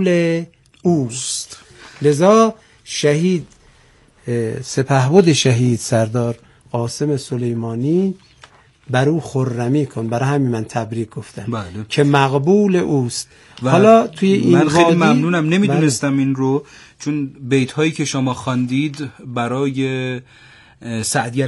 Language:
Persian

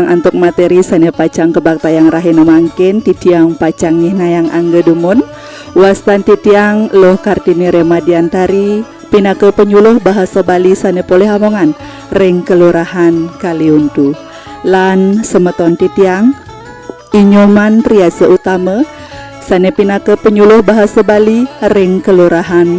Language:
Balinese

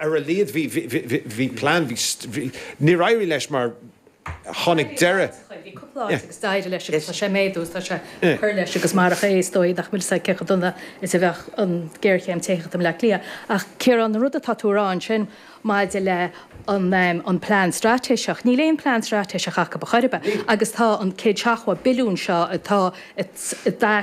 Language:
Irish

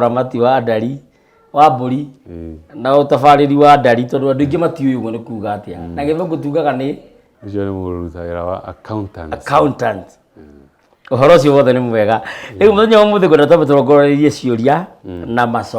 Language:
Kikuyu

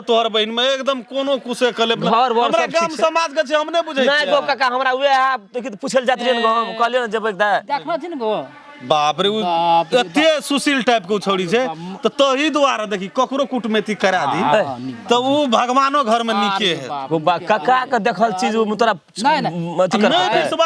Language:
Maithili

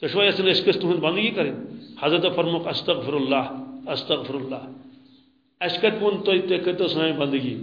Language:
Kashmiri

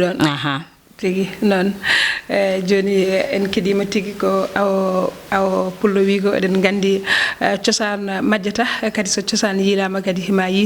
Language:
Fula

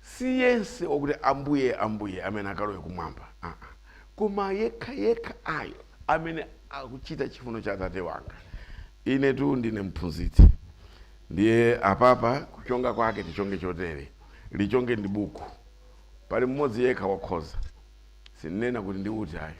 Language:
Nyanja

